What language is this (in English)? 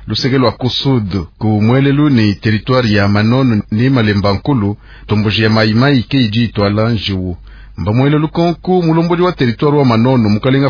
Luba-Lulua